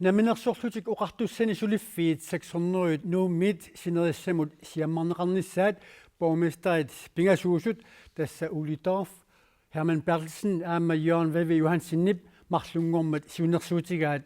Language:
Kalaallisut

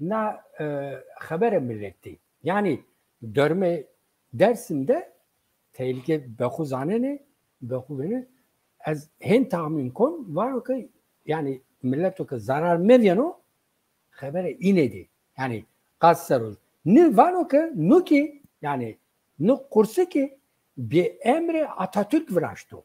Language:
Zaza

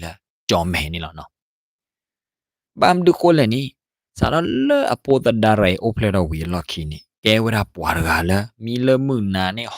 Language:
S'gaw Karen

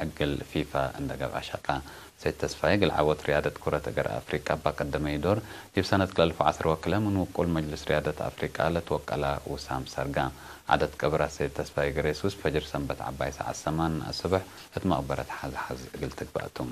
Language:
Tigre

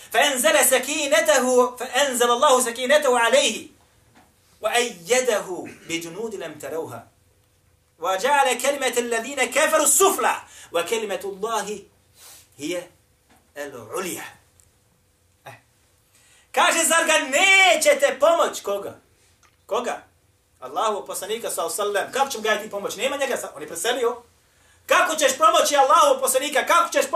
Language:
Bosnian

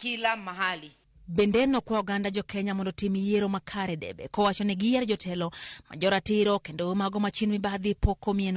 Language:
Luo (Kenya and Tanzania)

